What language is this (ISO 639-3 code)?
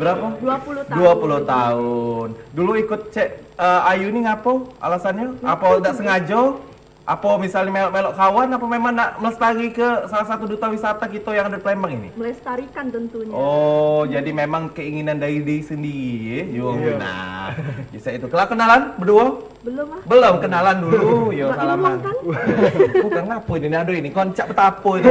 mui